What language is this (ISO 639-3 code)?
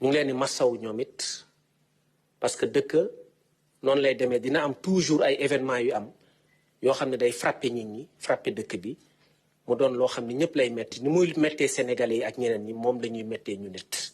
wol